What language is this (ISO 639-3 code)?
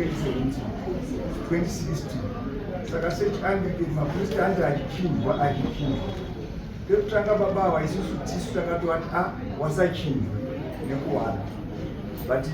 sna